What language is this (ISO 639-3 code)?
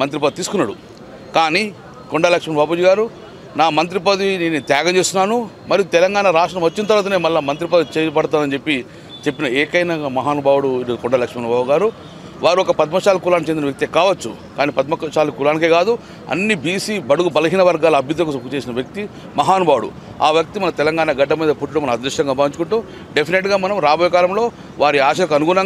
tel